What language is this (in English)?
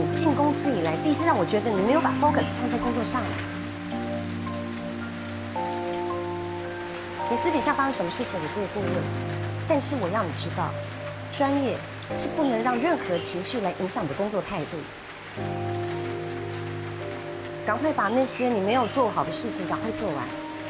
Chinese